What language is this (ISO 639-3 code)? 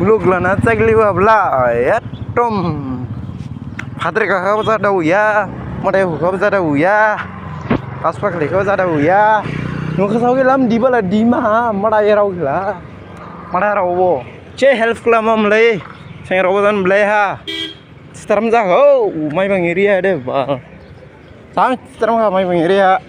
dis